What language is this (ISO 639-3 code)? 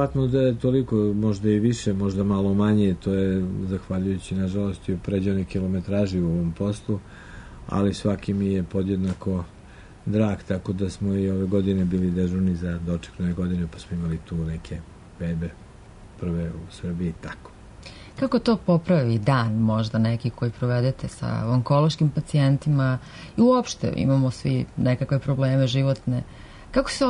srp